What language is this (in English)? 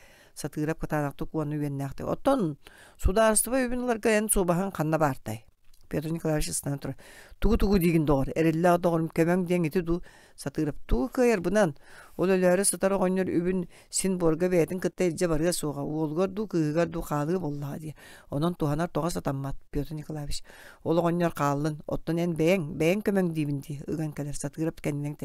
Yakut